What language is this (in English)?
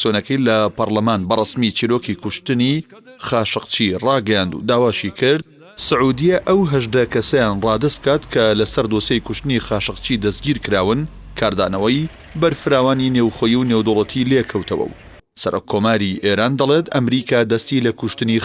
Central Kurdish